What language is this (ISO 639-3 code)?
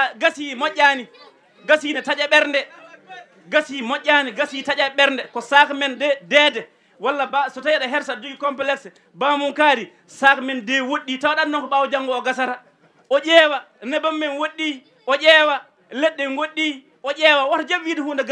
ful